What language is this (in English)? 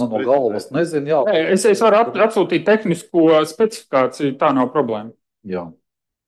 Latvian